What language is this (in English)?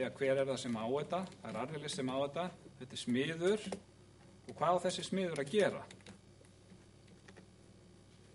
Icelandic